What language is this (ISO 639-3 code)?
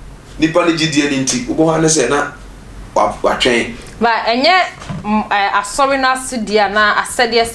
aka